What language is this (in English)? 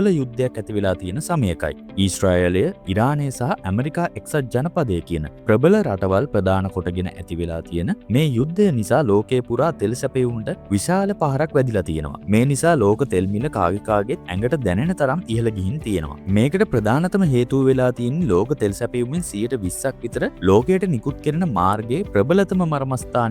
Sinhala